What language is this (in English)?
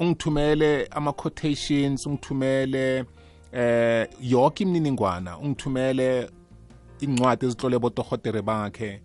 South Ndebele